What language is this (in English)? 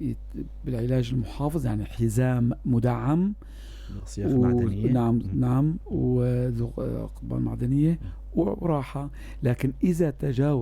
North Levantine Arabic